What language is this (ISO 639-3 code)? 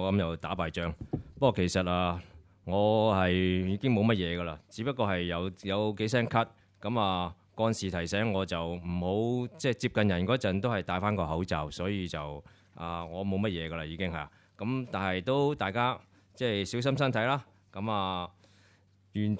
yue